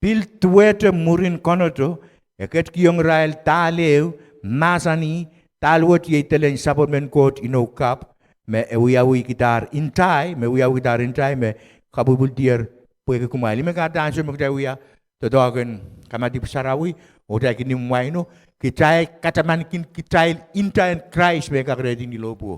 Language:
Pohnpeian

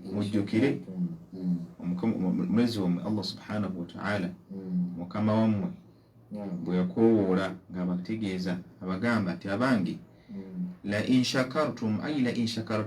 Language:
Ganda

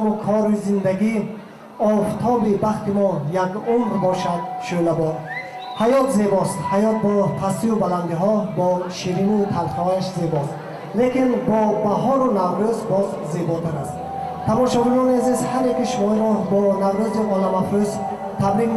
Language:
Tajik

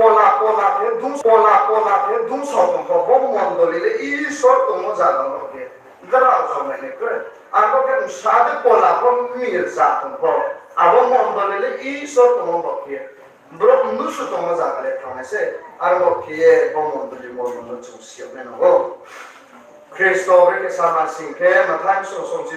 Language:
Riang (India)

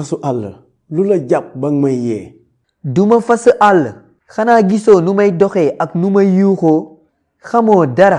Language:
Wolof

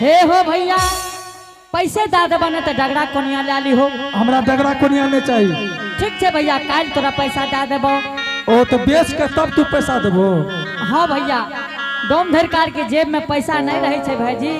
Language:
Angika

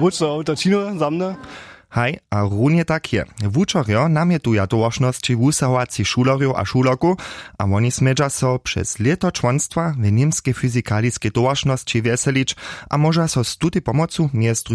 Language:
Upper Sorbian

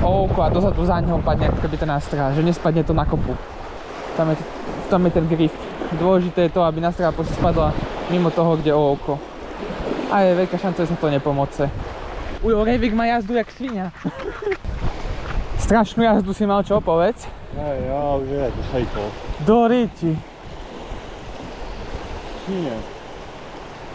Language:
Slovak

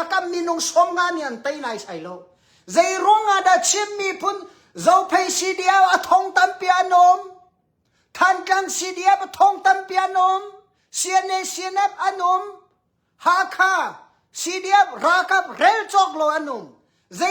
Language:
Hakha Chin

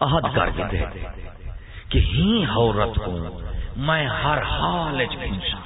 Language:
Saraiki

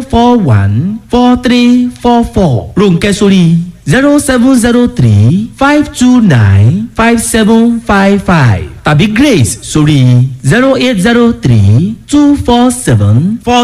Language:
Yoruba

